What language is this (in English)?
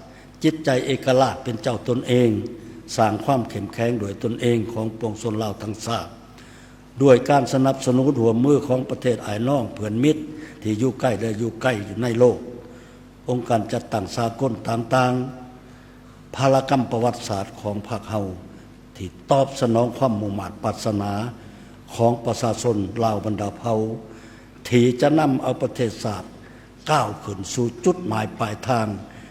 Lao